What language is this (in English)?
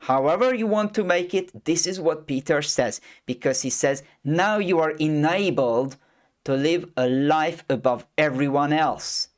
English